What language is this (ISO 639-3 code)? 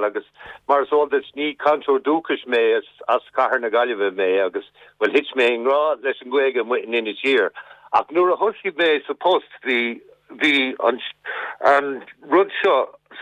gle